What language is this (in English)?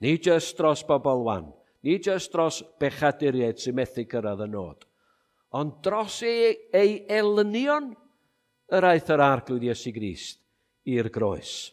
Welsh